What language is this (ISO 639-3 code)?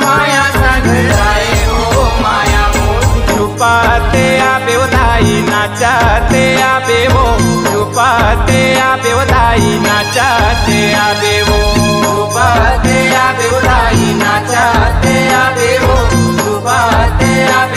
hne